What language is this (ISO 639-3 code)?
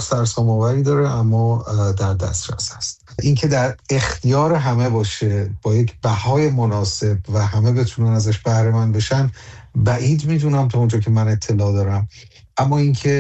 fas